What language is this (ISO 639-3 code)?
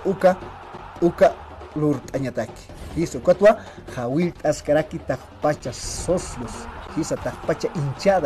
aym